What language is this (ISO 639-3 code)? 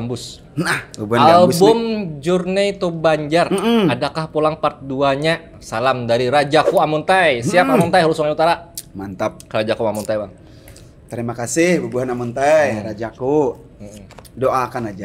bjn